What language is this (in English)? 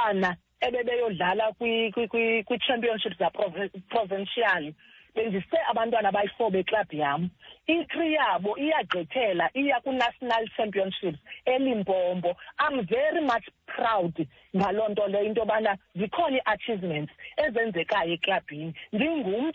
Xhosa